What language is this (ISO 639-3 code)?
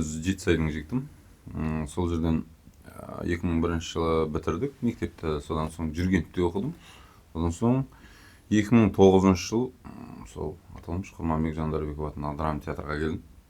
kaz